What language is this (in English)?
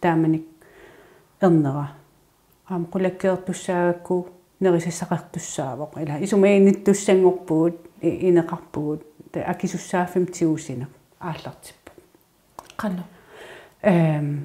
Kalaallisut